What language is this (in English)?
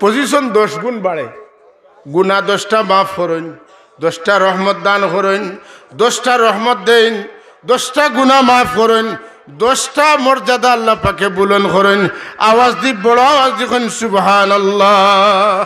Sylheti